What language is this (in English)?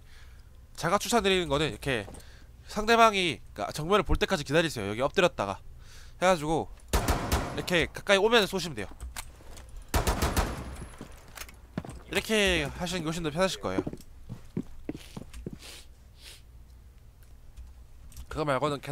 Korean